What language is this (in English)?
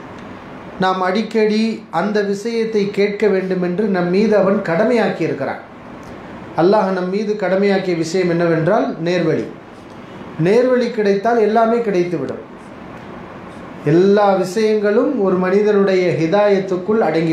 Tamil